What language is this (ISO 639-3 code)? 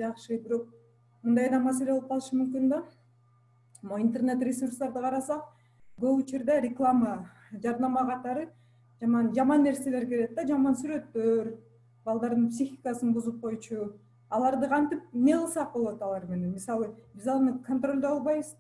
kir